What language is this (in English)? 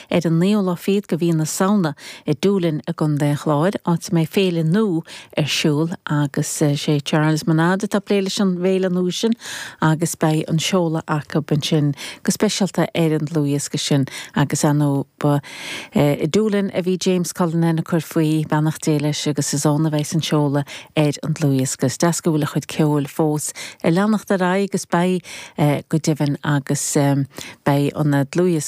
Irish